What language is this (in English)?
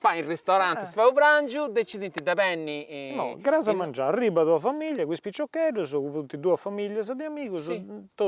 Sardinian